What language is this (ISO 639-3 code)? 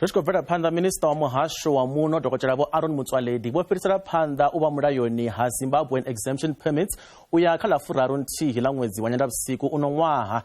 ven